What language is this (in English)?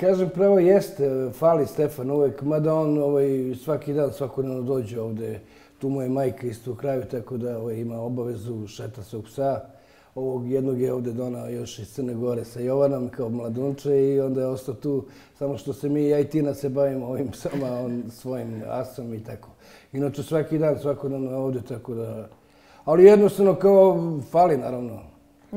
Serbian